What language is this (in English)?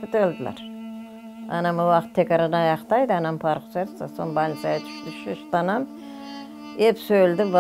Crimean Tatar